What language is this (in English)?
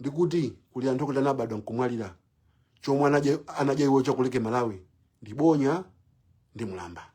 Nyanja